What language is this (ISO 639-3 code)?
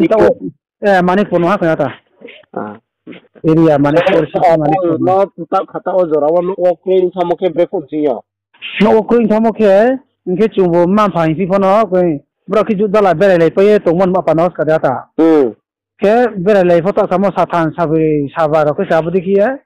ria